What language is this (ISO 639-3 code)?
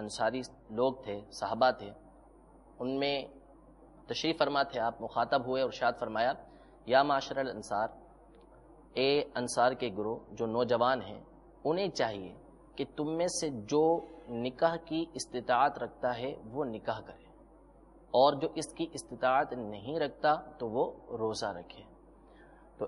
urd